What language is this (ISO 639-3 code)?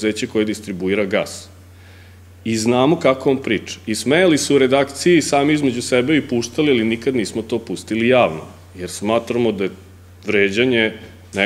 srp